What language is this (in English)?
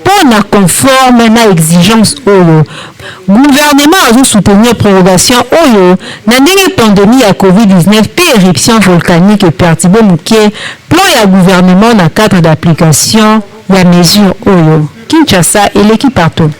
Lingala